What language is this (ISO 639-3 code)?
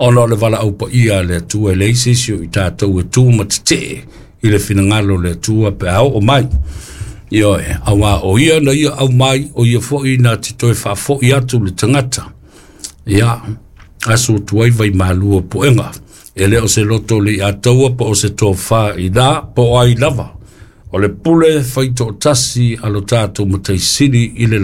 smo